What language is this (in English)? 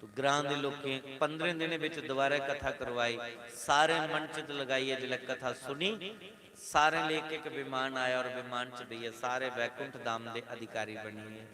Dogri